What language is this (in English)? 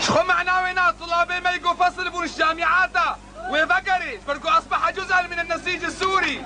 Kurdish